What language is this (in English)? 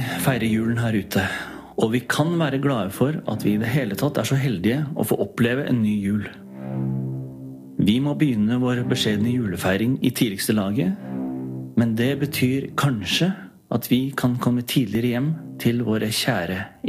Norwegian